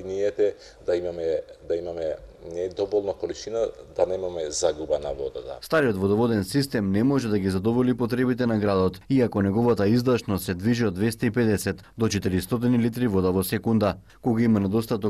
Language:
Macedonian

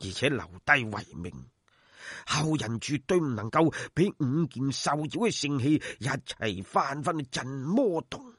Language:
Cantonese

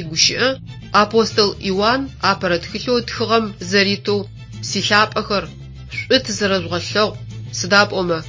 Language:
Adyghe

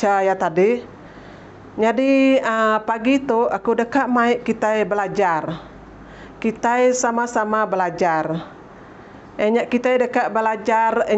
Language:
Iban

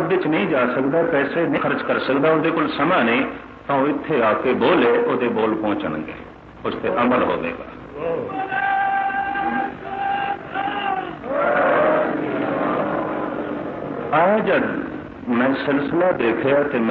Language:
Punjabi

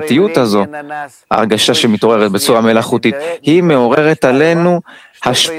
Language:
Hebrew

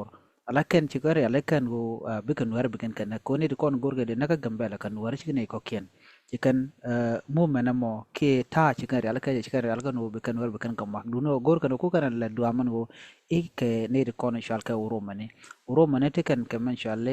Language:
Nuer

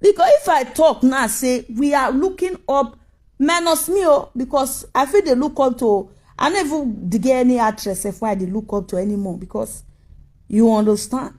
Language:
Nigerian Pidgin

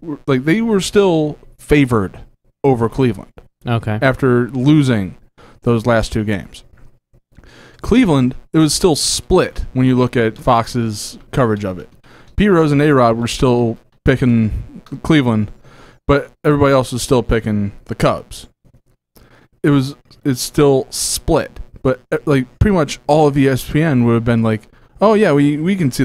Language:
English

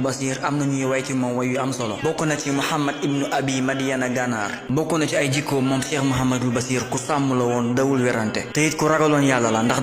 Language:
Wolof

